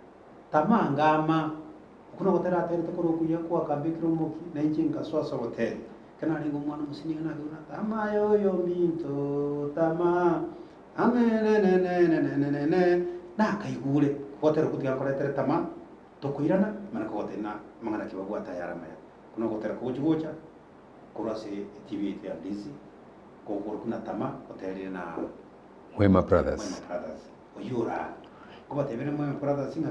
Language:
Gusii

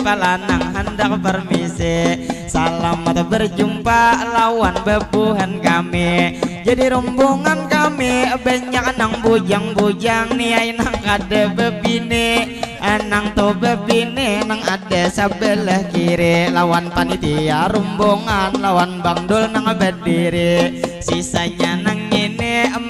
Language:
Banjar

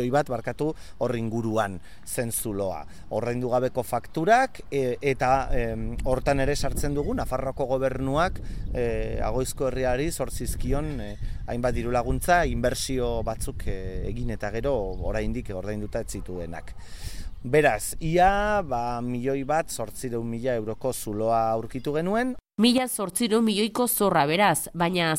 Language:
Basque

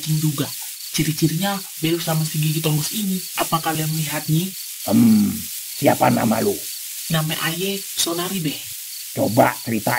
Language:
Betawi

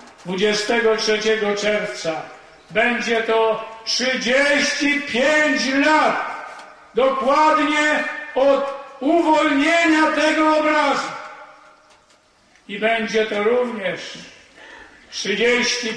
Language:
Polish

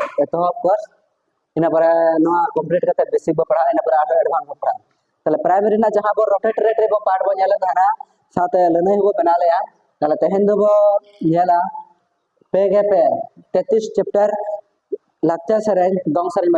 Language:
Santali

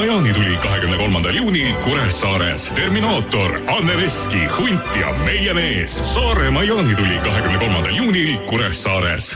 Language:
Estonian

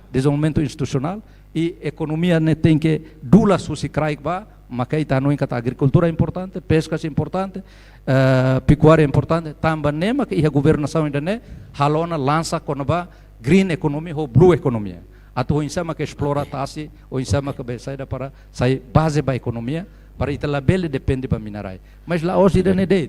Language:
Tetum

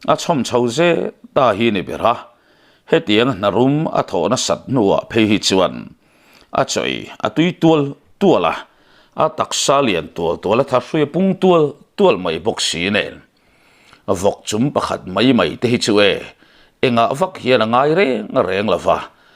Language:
Mizo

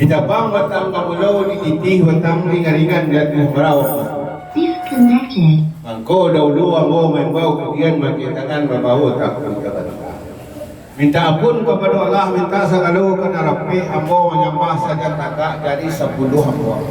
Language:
Minangkabau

